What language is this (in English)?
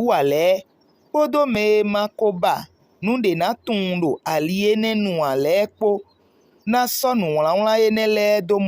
Fon